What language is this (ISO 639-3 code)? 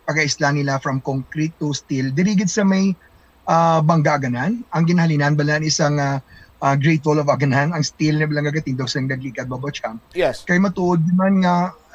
hil